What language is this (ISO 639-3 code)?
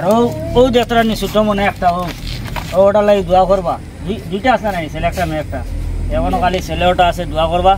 syl